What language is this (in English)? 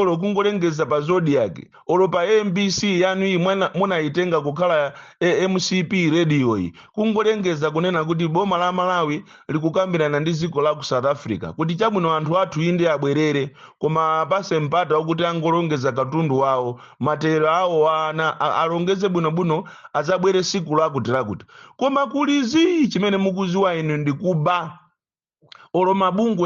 Nyanja